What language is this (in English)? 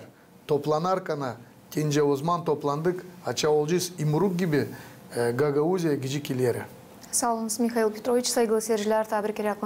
Gagauz